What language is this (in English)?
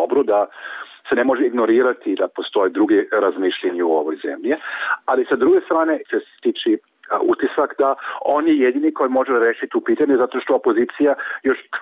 Bosnian